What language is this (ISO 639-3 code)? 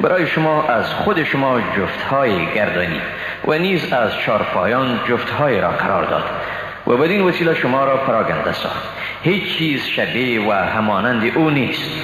fas